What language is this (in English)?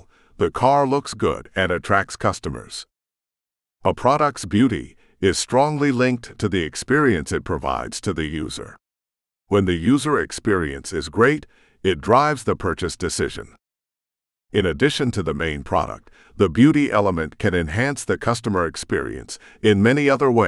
English